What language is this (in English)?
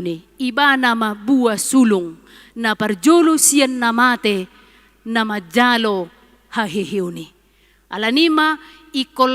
Batak Toba